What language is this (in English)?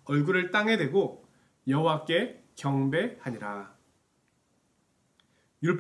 Korean